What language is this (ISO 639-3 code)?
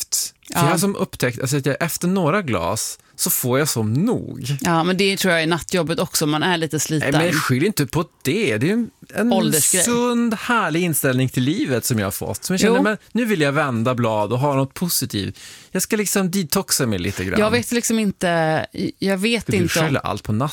swe